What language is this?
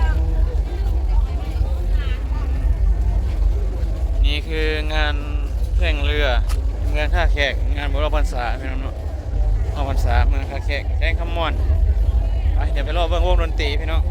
Lao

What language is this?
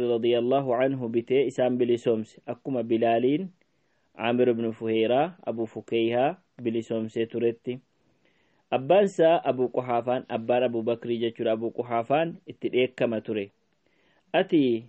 Oromo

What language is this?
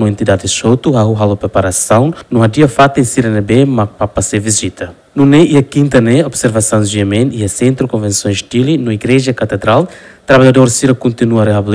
Tetum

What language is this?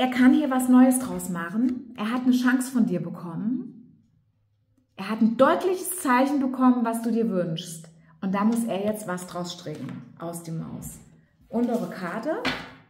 German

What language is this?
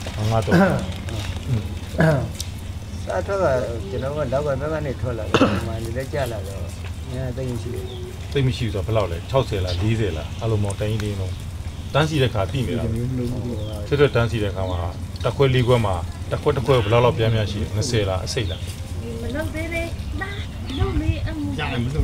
Burmese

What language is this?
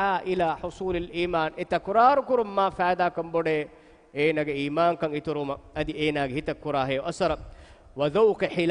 Divehi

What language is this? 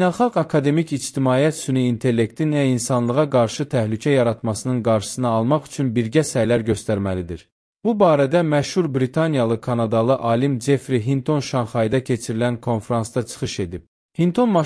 Azerbaijani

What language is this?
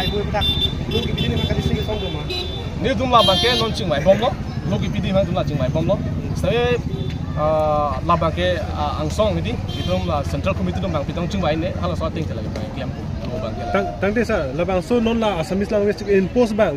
Karbi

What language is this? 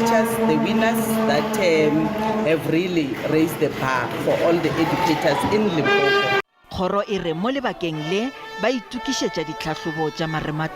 Northern Sotho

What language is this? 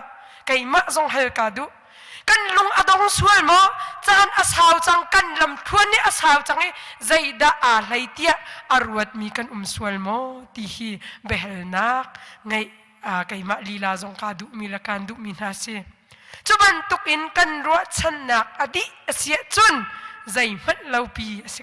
Hakha Chin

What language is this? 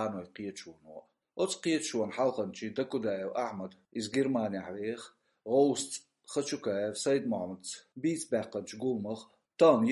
Chechen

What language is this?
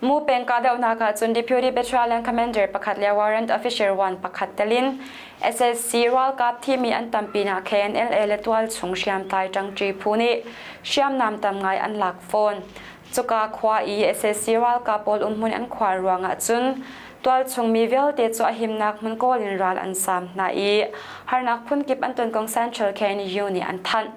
Hakha Chin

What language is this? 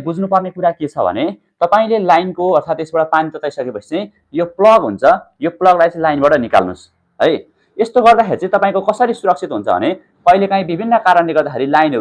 Nepali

